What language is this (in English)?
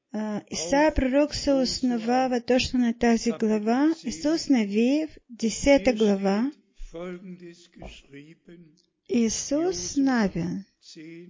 Bulgarian